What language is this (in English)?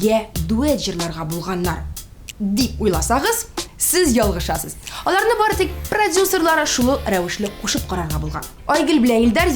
Tatar